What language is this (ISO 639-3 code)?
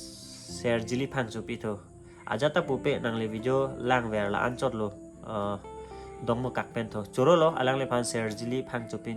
mjw